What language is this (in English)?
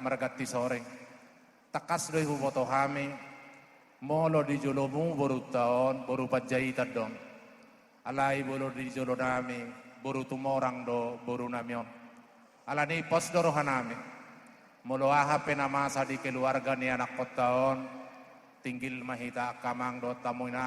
Batak Toba